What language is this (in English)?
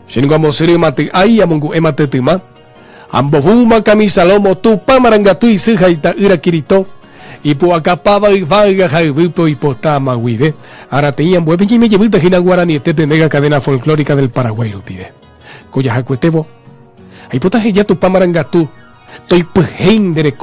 Guarani